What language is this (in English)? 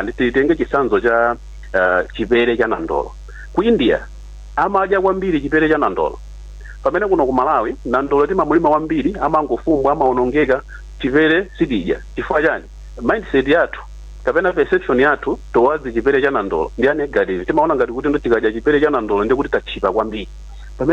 Nyanja